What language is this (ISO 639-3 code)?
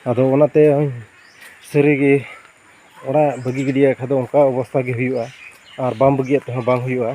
sat